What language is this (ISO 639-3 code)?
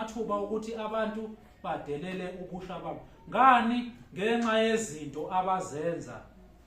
zul